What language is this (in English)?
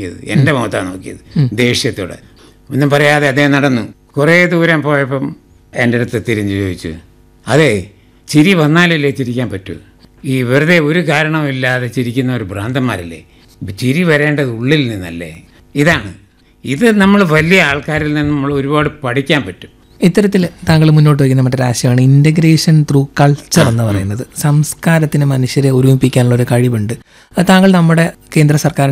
Malayalam